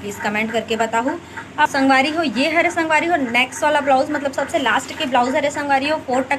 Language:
Chhattisgarhi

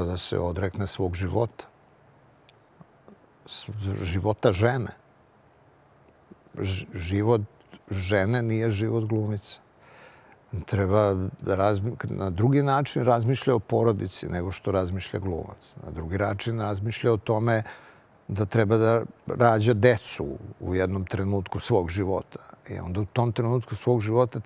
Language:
Serbian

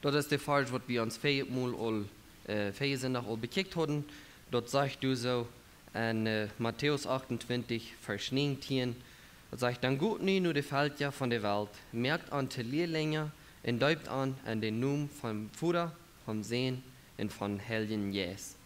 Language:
Plautdietsch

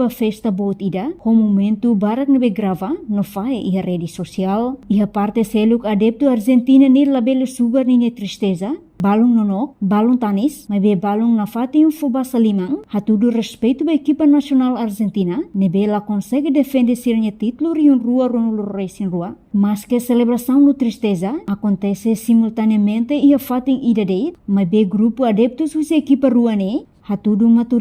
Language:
Tetum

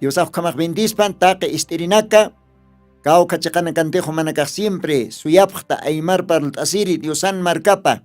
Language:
Aymara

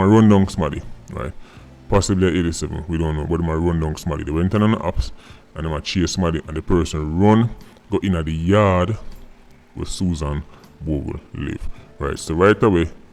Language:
Jamaican Creole English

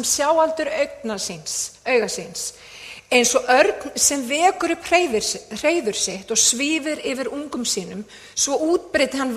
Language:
Icelandic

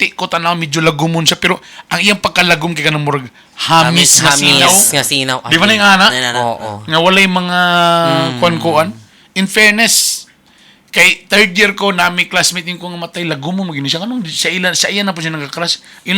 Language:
Cebuano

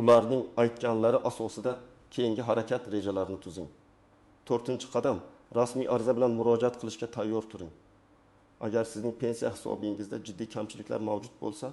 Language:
Uzbek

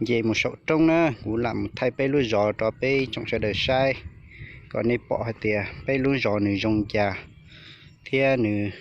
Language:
Hmong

